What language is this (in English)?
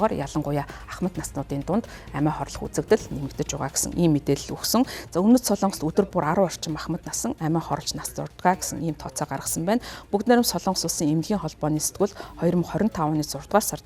Mongolian